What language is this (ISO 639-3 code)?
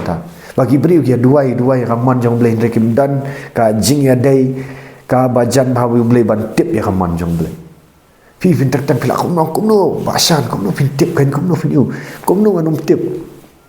kha